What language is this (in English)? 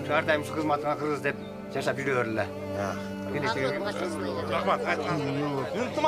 Kyrgyz